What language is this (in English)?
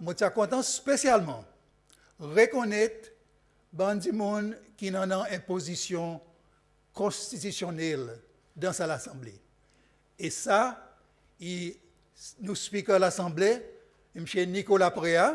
Seselwa Creole French